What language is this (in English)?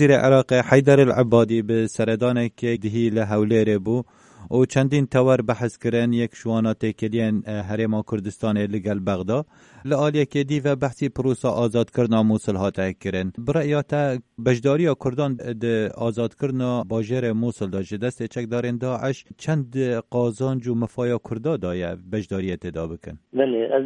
Kurdish